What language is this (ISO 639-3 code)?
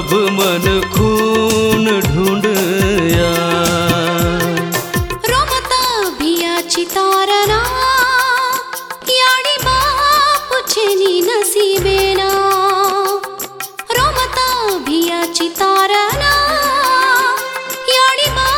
lmn